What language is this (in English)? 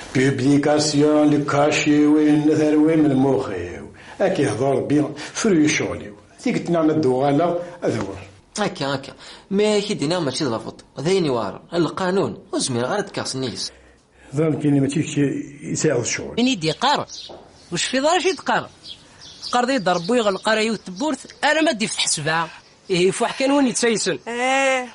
Kabyle